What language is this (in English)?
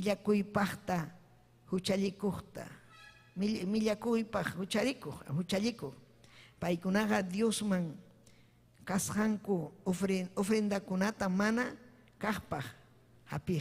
Ayacucho Quechua